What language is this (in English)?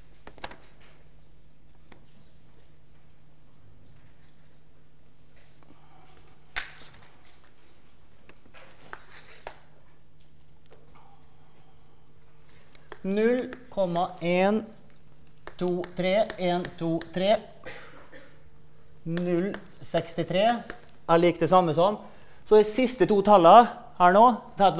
Norwegian